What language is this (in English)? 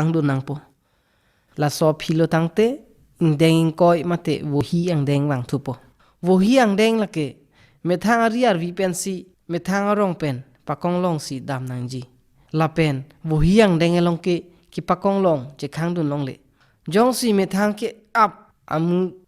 Karbi